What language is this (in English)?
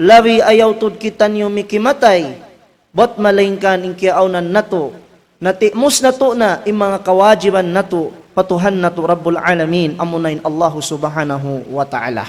Tausug